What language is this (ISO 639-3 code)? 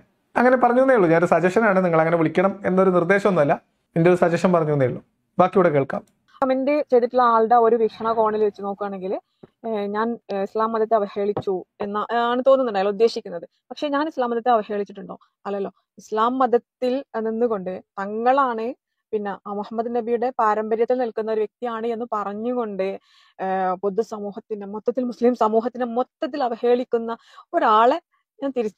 mal